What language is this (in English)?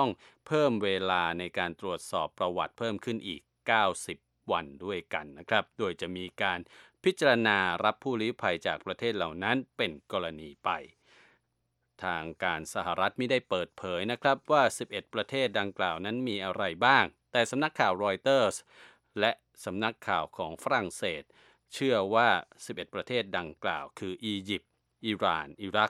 Thai